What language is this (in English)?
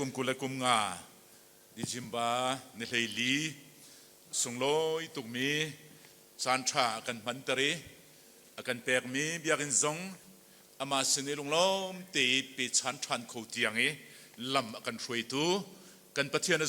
Hakha Chin